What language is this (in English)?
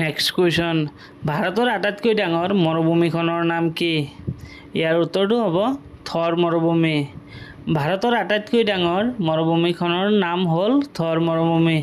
Assamese